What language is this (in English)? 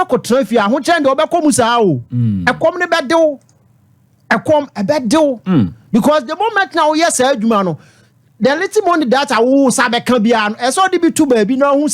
Akan